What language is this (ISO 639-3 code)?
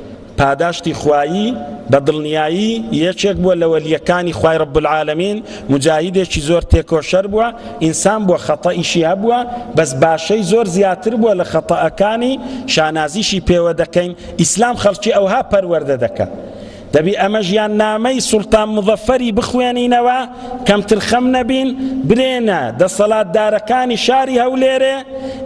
ckb